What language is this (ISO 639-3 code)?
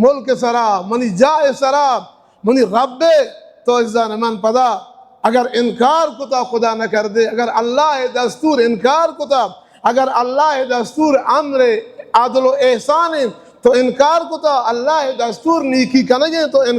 bal